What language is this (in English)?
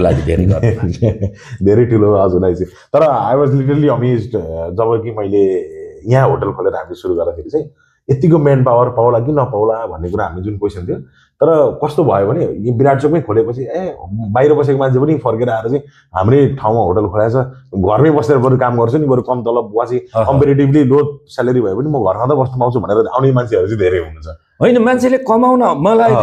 Nepali